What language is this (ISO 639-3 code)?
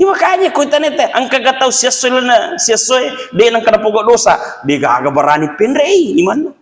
bug